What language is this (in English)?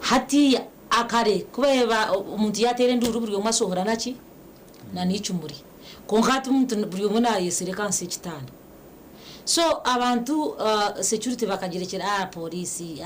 Nyankole